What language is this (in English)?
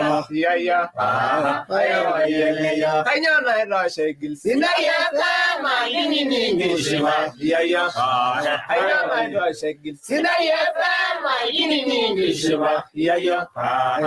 Masai